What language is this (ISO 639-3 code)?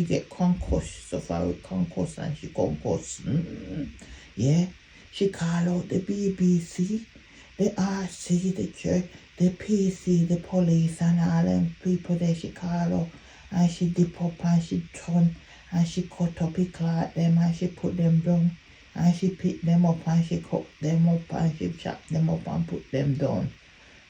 jam